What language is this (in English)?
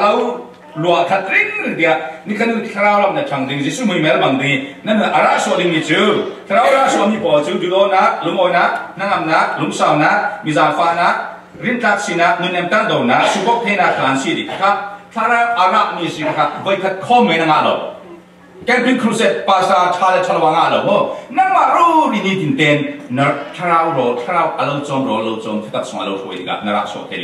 Falam Chin